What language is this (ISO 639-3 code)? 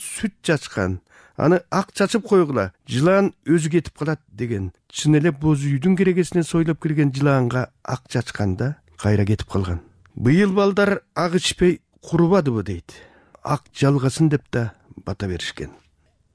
kir